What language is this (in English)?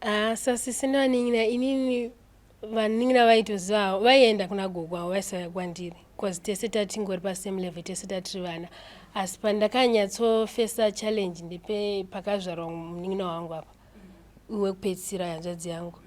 Shona